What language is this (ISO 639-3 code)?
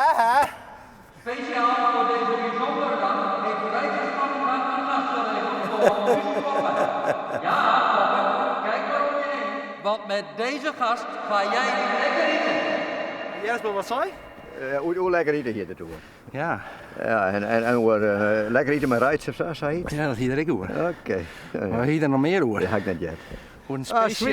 fry